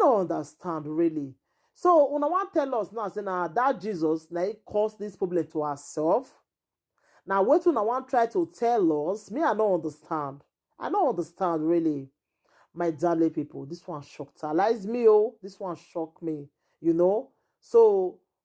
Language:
Nigerian Pidgin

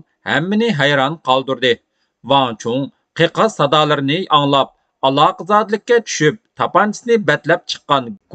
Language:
Uyghur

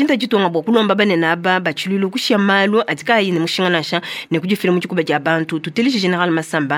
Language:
Luba-Lulua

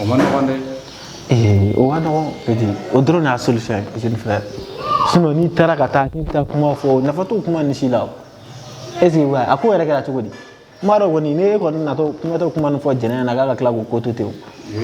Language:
Bambara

